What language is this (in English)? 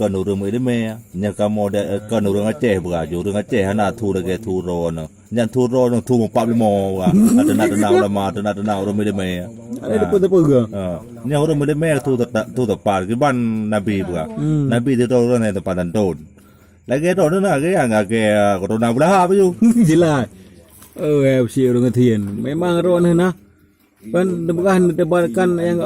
Achinese